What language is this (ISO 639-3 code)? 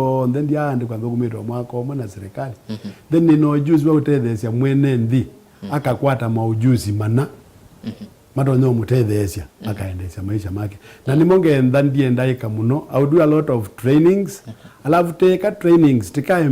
kam